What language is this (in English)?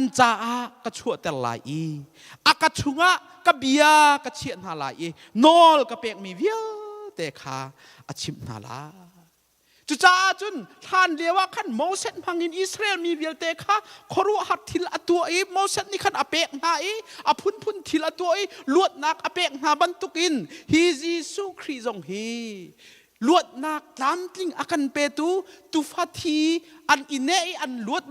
Hakha Chin